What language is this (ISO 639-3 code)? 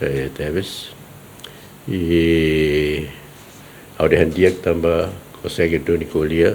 tet